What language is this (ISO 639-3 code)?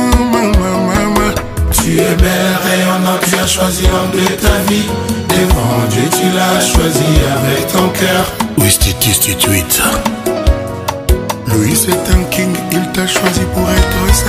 fra